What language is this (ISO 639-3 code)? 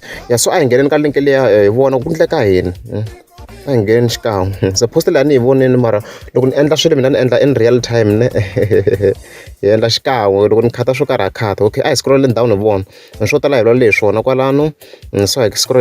tso